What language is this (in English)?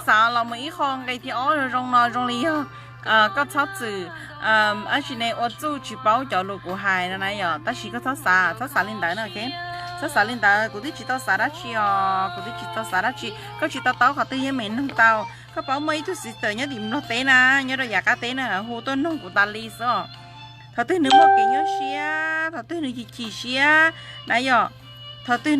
Hmong